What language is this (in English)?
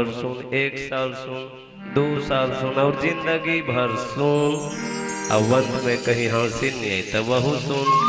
Chhattisgarhi